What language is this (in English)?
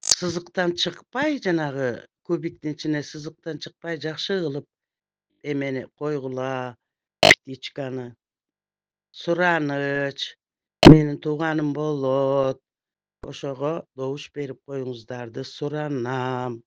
Kyrgyz